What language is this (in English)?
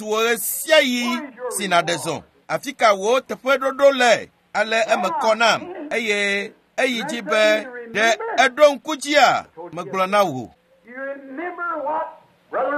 Ewe